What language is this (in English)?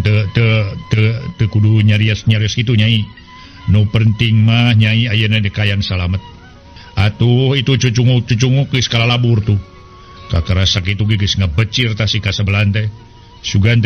Sundanese